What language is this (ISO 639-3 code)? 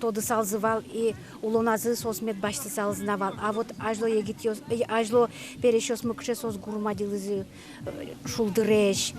udm